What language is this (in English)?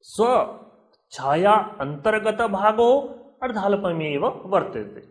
Sanskrit